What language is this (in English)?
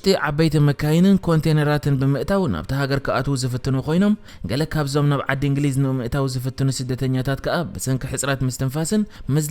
Tigrinya